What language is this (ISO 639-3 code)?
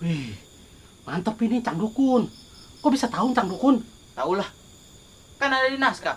bew